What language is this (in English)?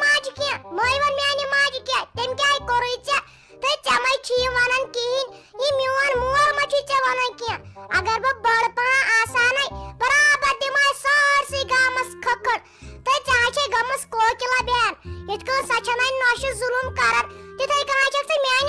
Kashmiri